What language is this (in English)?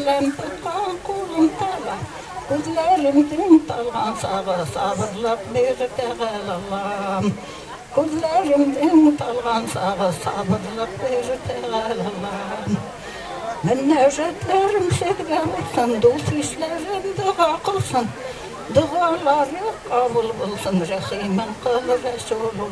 Bashkir